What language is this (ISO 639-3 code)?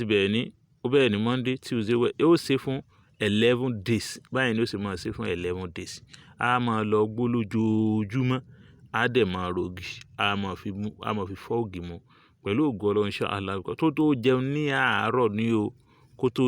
yor